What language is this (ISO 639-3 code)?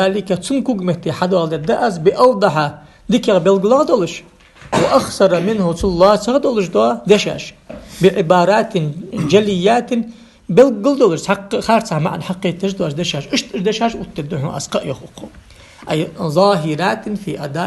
inh